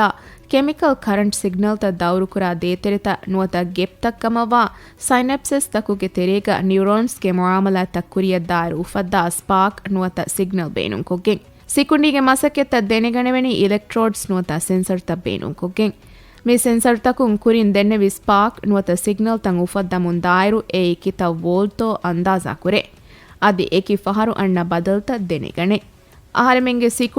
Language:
Divehi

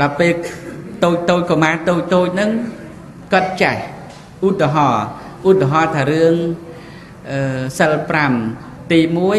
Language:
Khmer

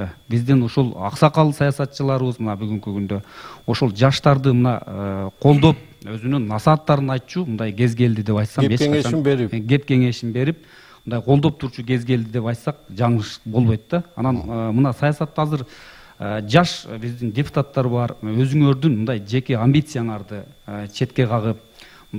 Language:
Kyrgyz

